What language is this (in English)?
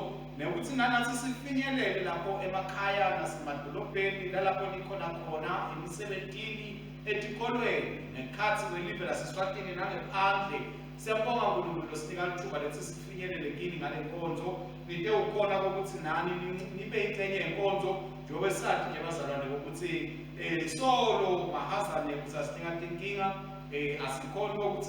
Swati